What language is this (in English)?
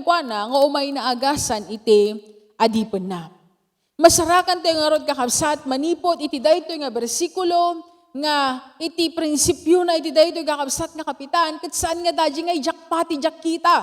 Iloko